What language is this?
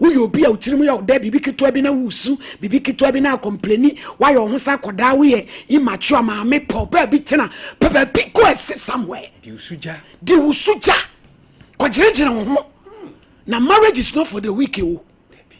Akan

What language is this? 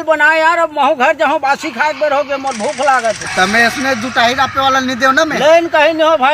Chhattisgarhi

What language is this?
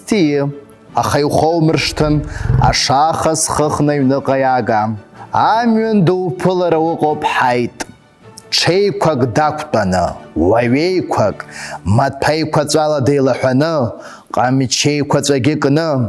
Abkhazian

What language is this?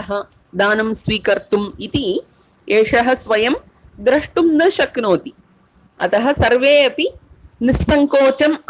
Sanskrit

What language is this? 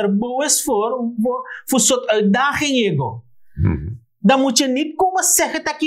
Sranan Tongo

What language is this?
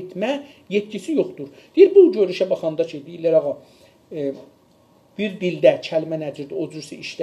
South Azerbaijani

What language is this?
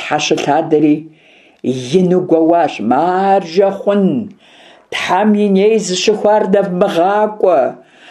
Kabardian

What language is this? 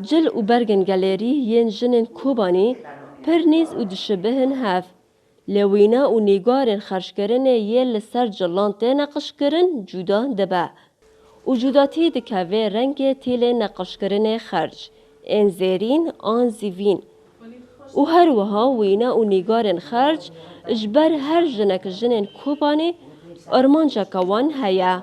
Kurdish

